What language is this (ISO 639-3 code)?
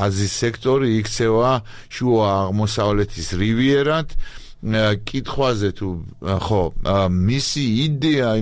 kat